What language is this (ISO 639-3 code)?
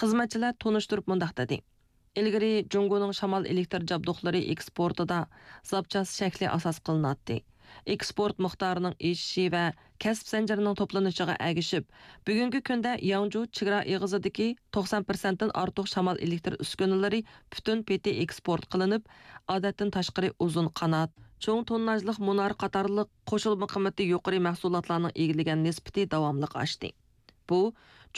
uig